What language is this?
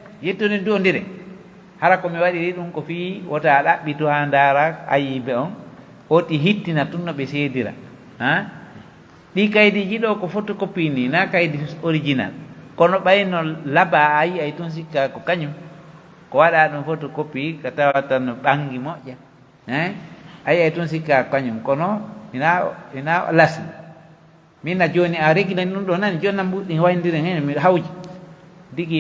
Pular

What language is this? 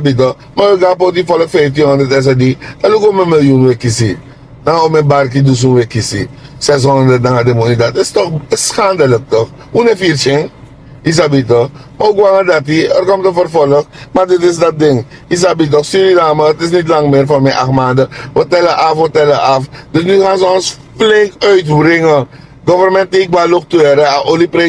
Sranan Tongo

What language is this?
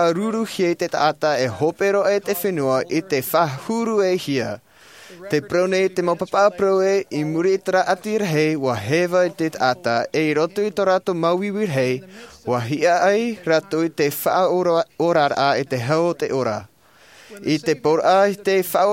Tahitian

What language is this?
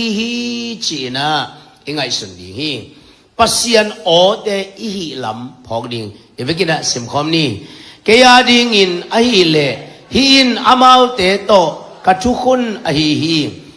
Tedim Chin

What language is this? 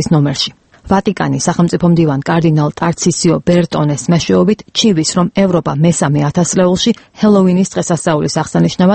Georgian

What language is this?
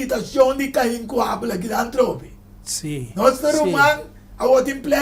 Papiamento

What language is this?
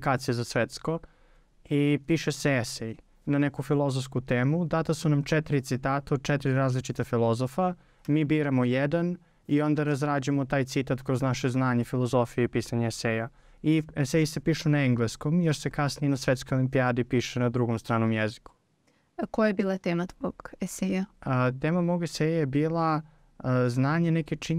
Serbian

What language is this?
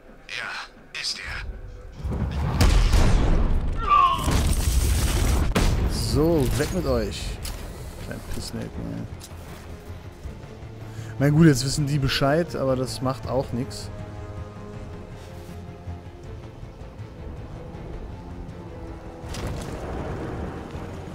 German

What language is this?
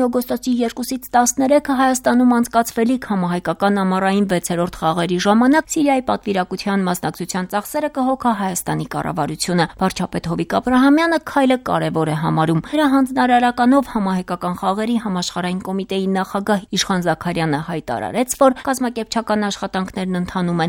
Armenian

